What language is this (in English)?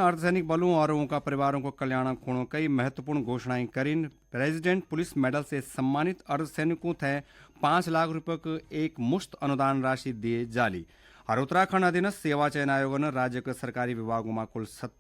Garhwali